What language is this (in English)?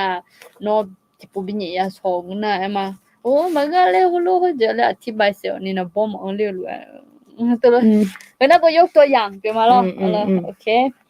Akha